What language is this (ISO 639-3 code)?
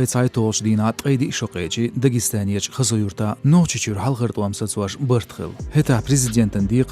che